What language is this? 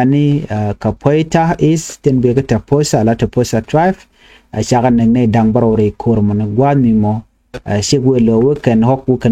Nuer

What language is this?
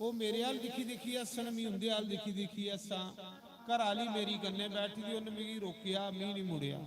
Dogri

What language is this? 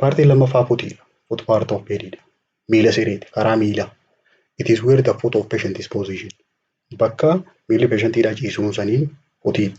Oromo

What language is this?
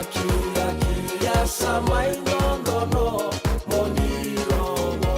Fijian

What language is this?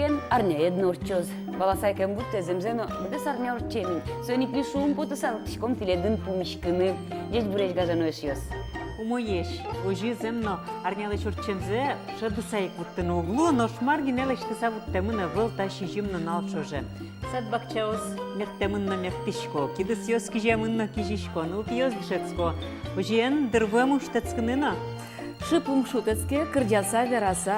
Udmurt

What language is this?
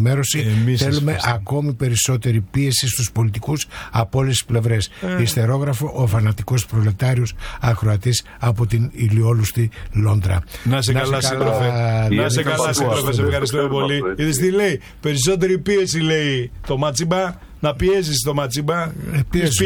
Greek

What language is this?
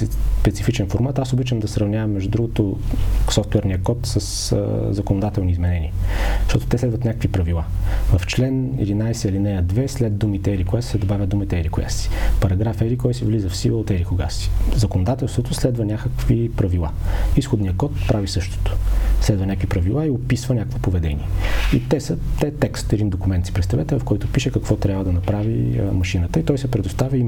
Bulgarian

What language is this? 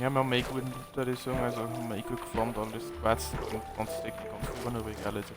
Bavarian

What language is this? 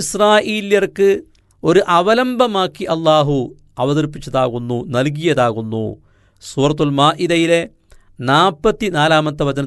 Malayalam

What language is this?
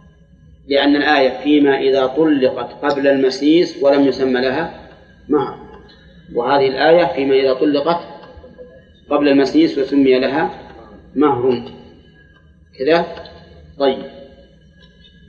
Arabic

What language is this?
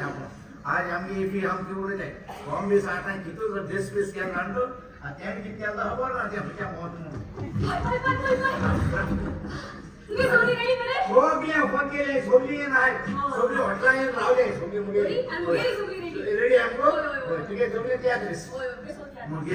Konkani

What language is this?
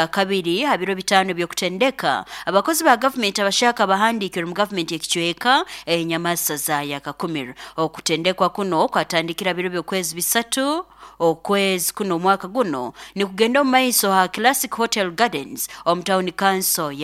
Nyoro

